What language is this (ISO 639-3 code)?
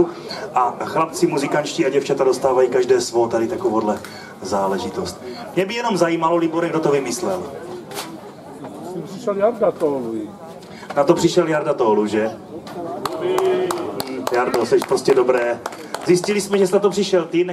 ces